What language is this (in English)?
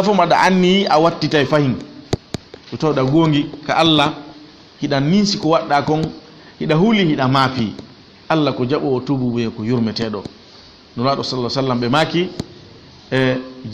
Fula